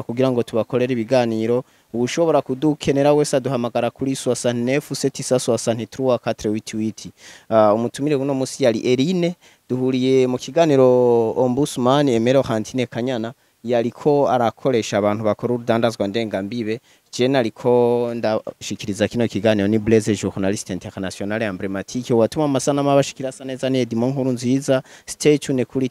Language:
Rundi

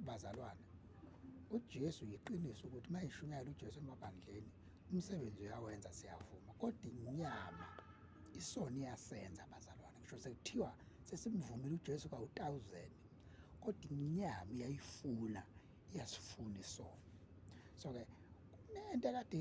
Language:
Zulu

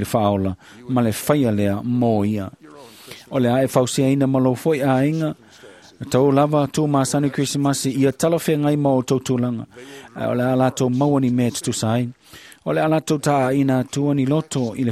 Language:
Samoan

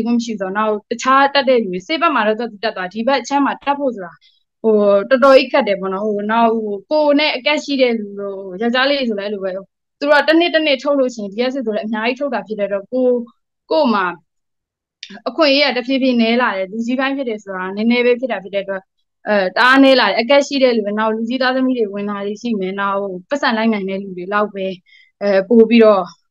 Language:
Burmese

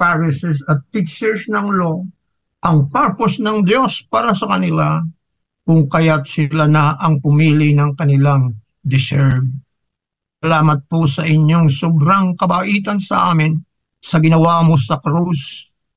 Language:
Filipino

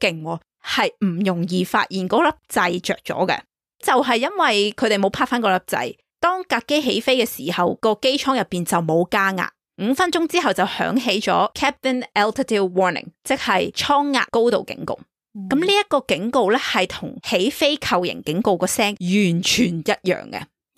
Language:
Cantonese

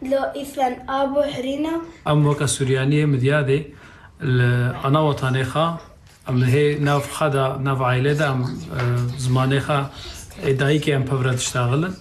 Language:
Kurdish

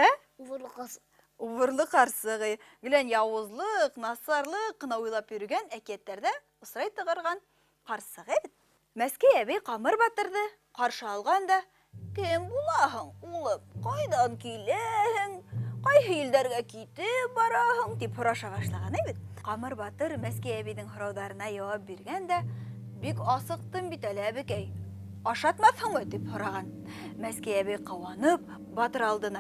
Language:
Bashkir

